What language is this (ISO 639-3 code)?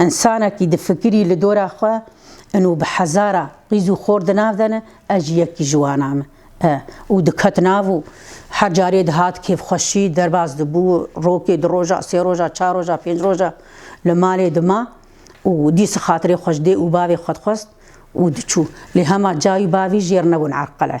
kur